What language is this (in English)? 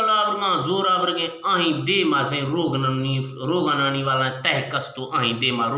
Eastern Balochi